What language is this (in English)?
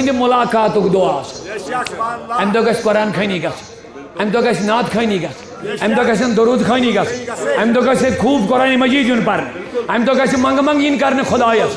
Kashmiri